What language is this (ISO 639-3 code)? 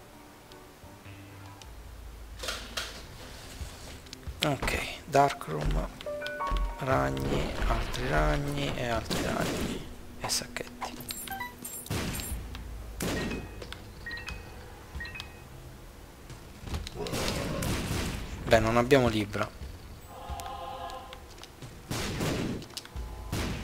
ita